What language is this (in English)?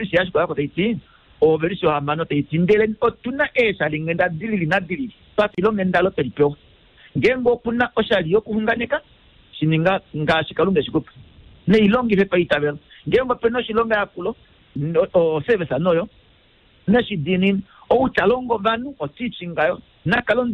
Kuanyama